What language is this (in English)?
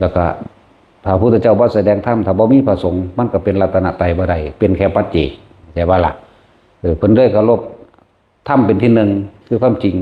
Northeastern Thai